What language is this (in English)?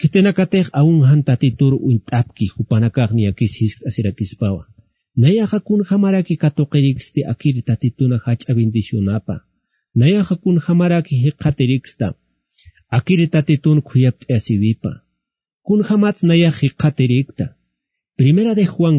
Aymara